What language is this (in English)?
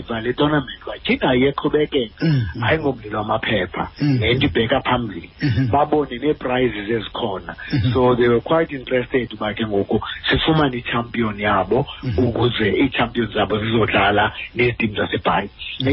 Xhosa